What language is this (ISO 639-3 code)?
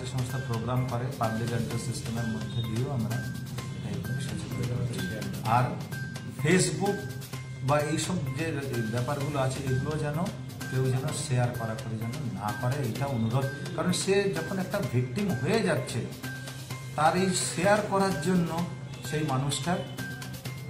ben